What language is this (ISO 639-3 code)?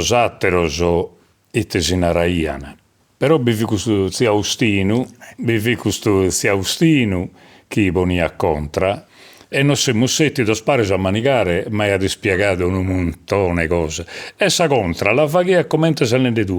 srd